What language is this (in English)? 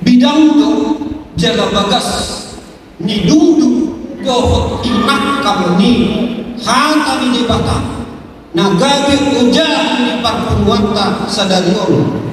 Batak Toba